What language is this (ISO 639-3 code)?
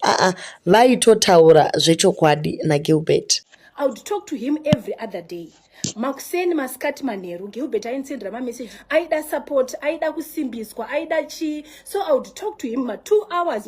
sna